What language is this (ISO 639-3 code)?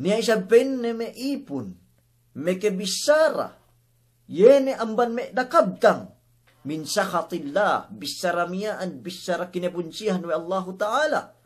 yka